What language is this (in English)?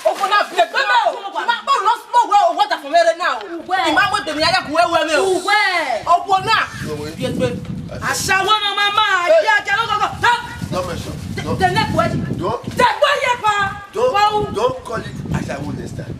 Bini